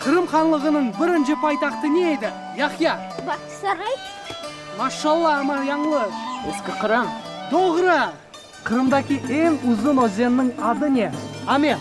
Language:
Crimean Tatar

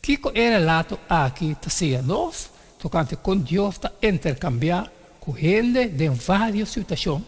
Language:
Papiamento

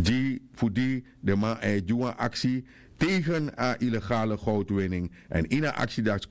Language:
Sranan Tongo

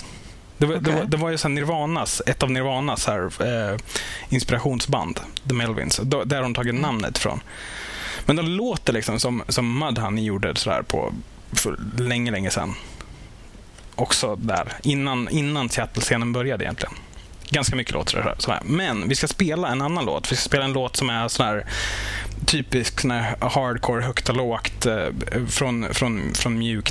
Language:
Swedish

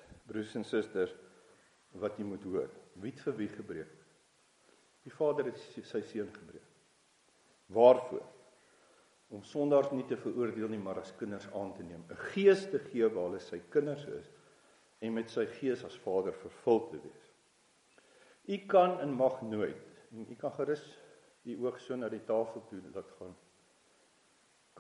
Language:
Afrikaans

